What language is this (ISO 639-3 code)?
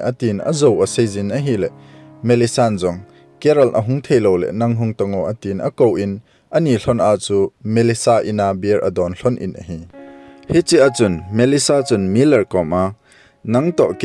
tcz